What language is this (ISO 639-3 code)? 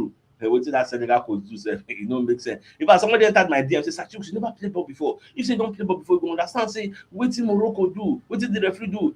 pcm